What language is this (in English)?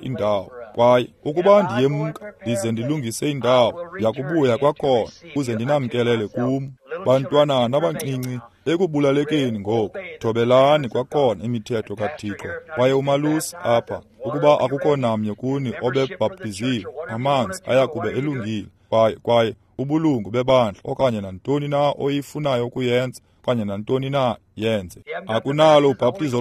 Xhosa